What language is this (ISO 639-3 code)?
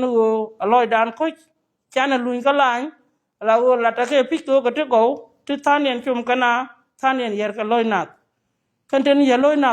nus